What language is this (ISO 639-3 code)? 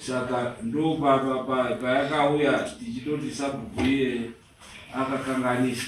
sna